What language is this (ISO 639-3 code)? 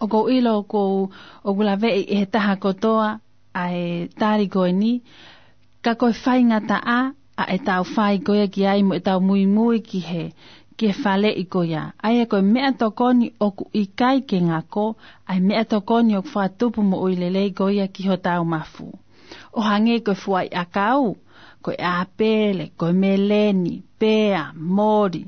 ton